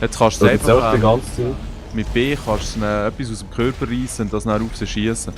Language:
Swiss German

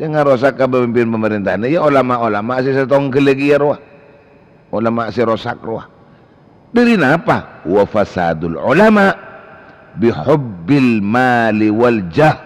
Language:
Madurese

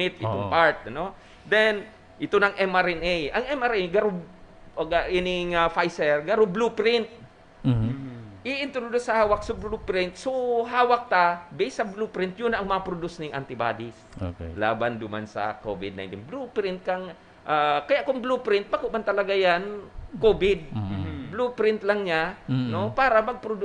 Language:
Bikol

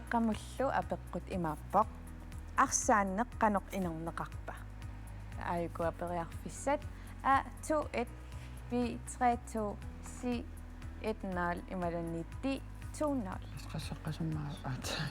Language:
Kalaallisut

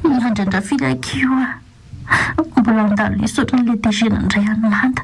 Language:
Malagasy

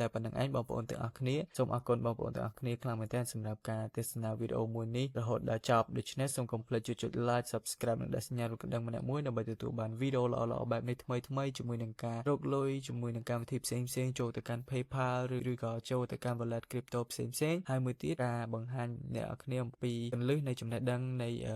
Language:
Khmer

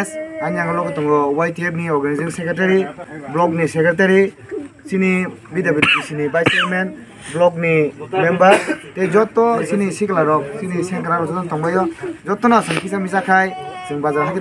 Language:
Kok Borok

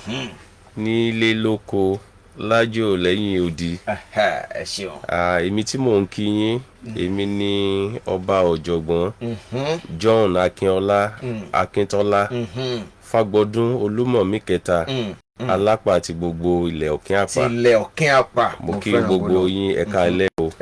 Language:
Yoruba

